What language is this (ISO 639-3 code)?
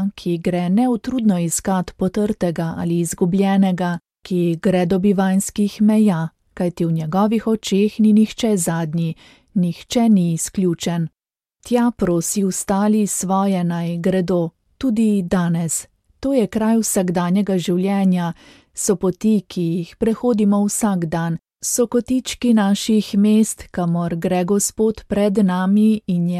slv